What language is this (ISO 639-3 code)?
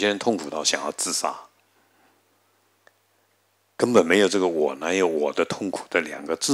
zho